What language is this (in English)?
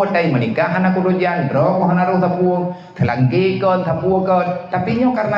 Achinese